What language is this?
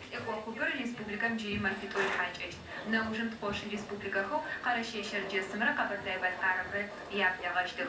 Adyghe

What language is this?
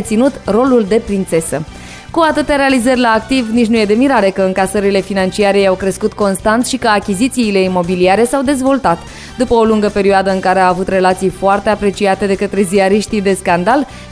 Romanian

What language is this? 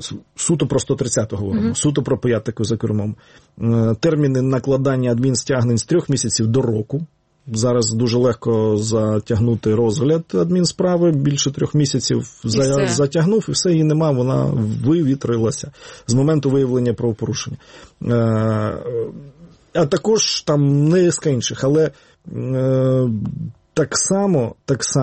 Ukrainian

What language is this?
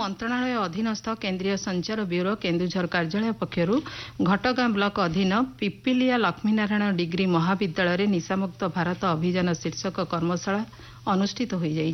Odia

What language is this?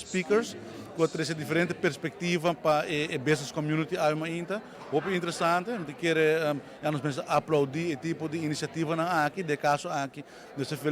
Papiamento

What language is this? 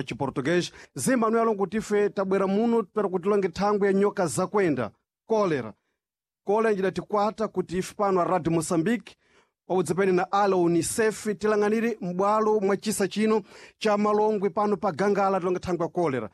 Sena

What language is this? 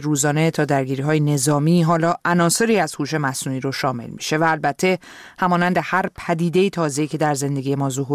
Persian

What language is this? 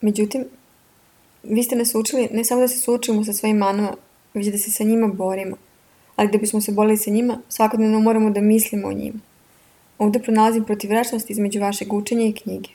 Serbian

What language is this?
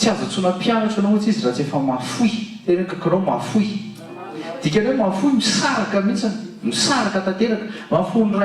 Malagasy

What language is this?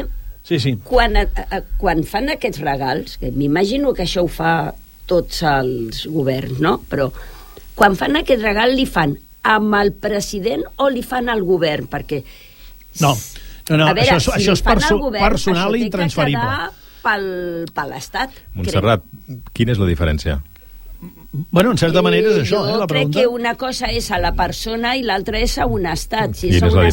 Catalan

